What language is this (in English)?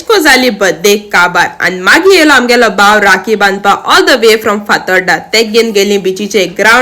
Konkani